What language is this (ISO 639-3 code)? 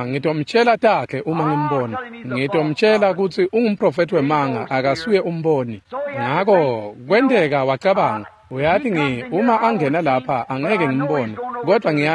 ssw